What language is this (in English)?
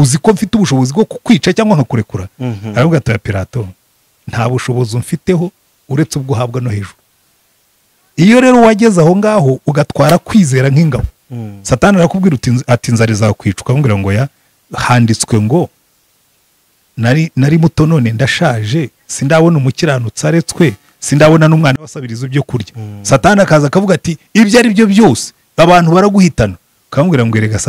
Kinyarwanda